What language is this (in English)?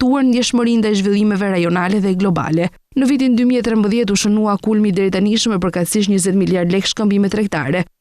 Albanian